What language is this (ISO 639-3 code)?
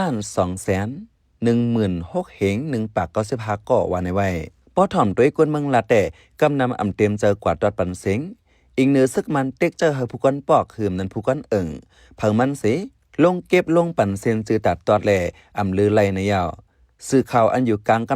shn